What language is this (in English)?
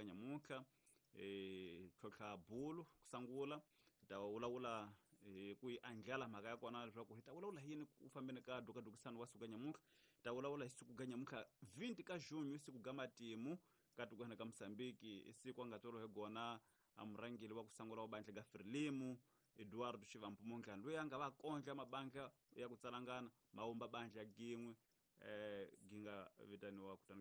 Tsonga